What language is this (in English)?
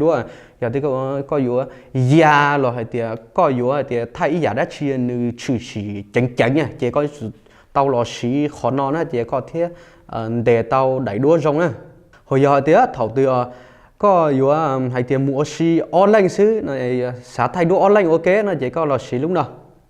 Hmong